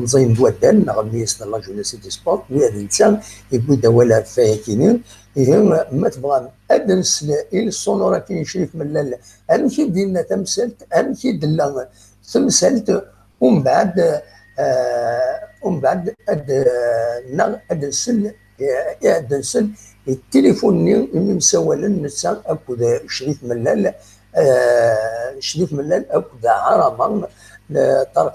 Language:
Kabyle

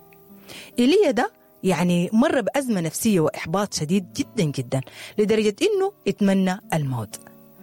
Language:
Sudanese Arabic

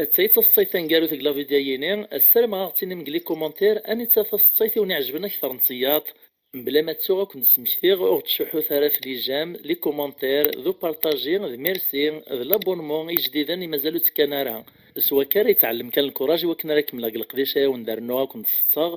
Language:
Kabyle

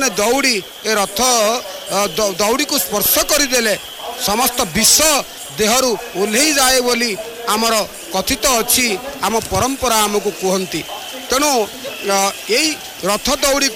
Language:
Odia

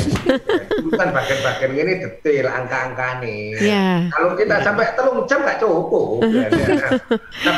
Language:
Indonesian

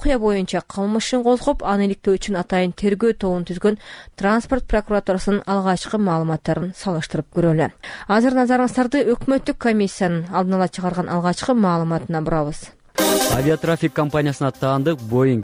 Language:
Kyrgyz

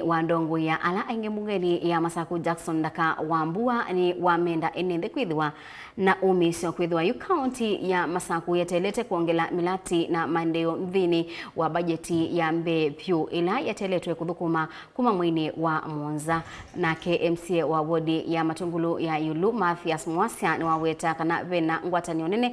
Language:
Kamba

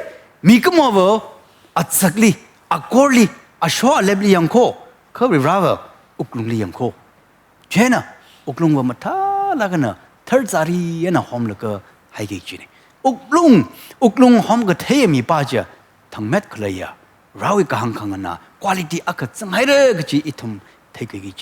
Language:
Tangkhul Naga (India)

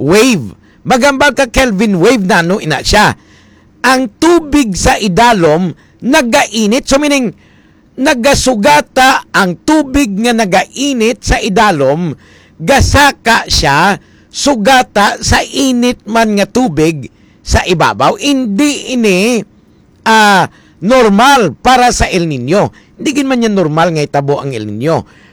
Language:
Hiligaynon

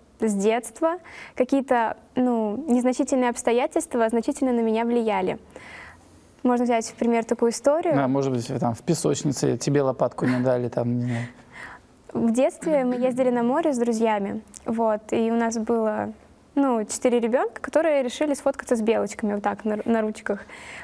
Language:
Russian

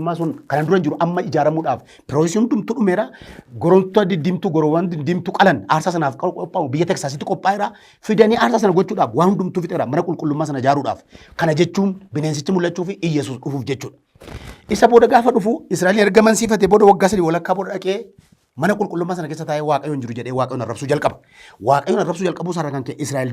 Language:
Oromo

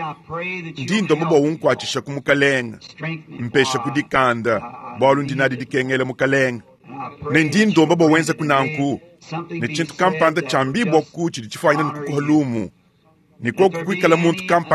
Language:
Luba-Lulua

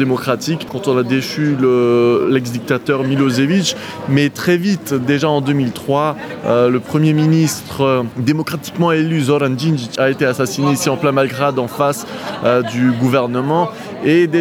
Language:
Luxembourgish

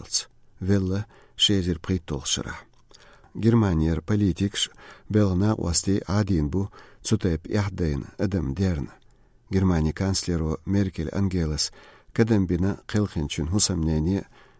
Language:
Chechen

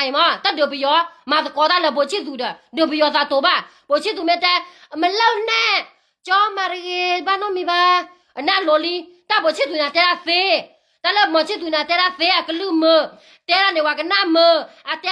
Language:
S'gaw Karen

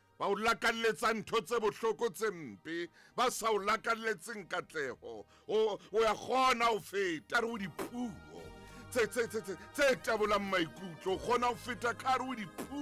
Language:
Southern Sotho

